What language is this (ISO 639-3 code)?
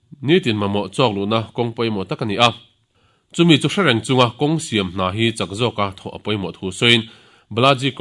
lus